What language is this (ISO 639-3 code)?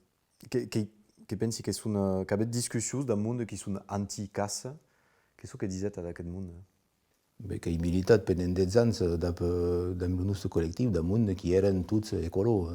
oci